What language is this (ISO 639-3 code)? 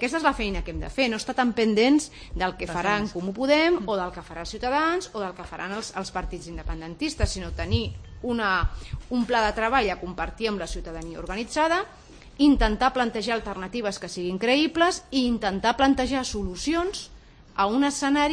cat